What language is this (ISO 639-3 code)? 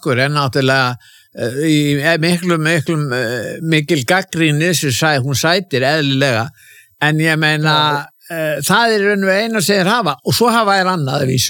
isl